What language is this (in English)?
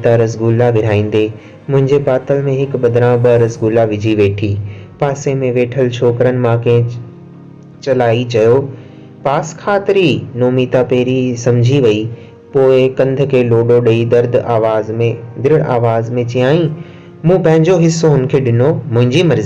Sindhi